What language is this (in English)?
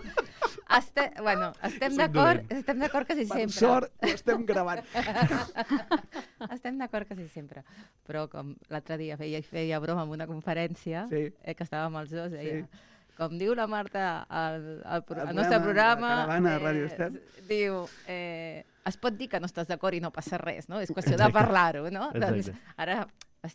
Catalan